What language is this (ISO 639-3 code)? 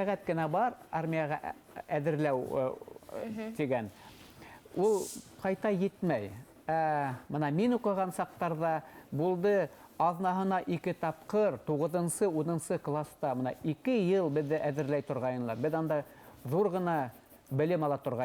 bak